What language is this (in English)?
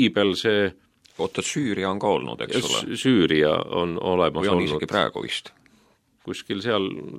Estonian